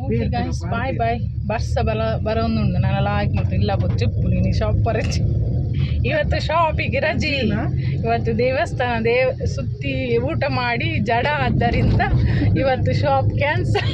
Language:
Tulu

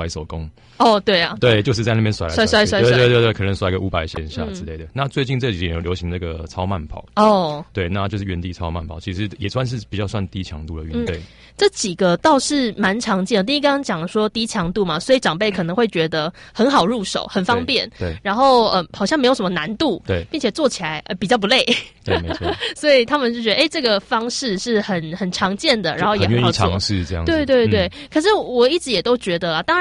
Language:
Chinese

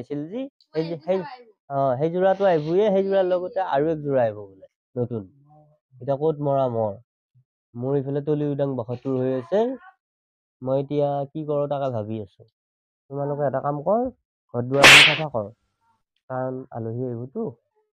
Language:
Assamese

